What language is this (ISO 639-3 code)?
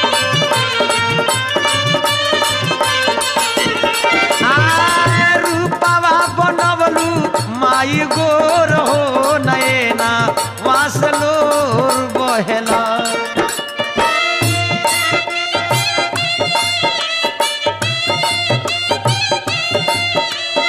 bho